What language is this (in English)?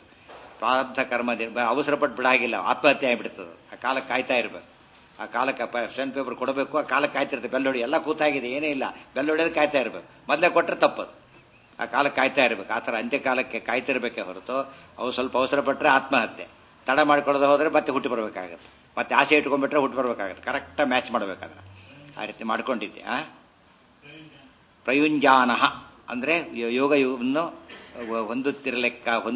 Kannada